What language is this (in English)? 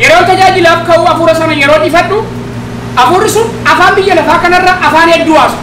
Oromo